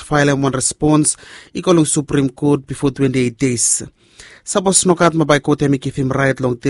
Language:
Bislama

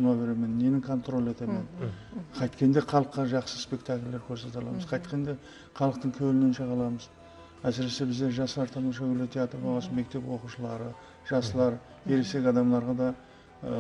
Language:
Kara-Kalpak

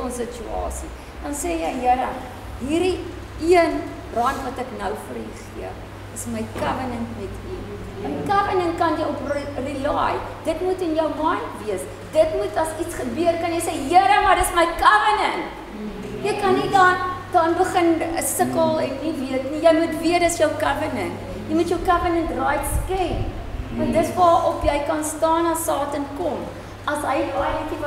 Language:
Afrikaans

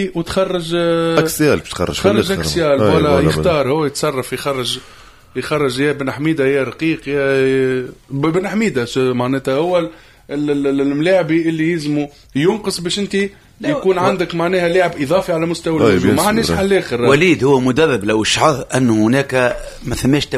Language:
Tunisian Arabic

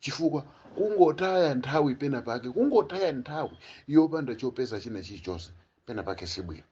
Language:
Nyanja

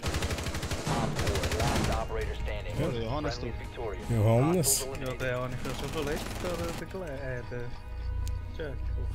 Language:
Swiss German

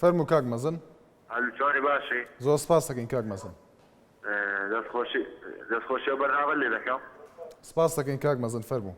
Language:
Central Kurdish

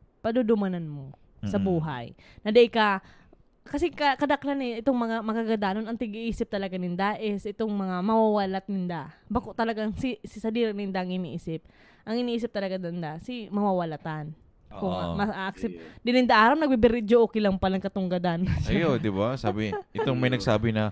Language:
Bikol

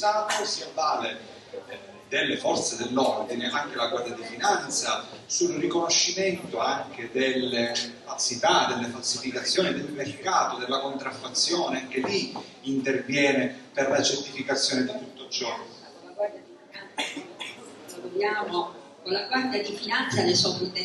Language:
Italian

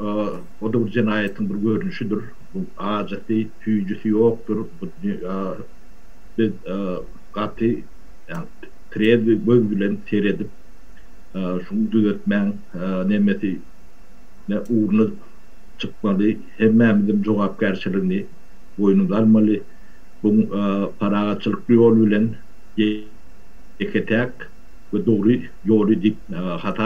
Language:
Turkmen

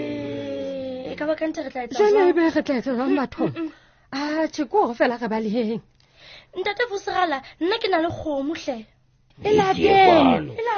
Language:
Southern Sotho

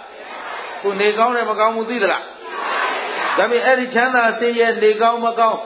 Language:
Burmese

